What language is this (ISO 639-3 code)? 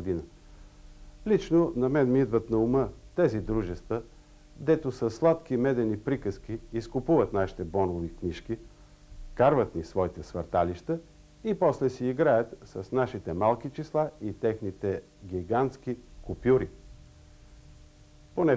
bul